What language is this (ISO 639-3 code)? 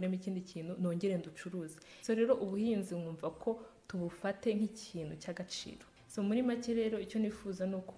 kin